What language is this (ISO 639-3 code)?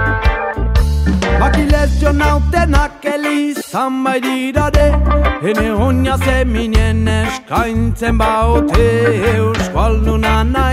eus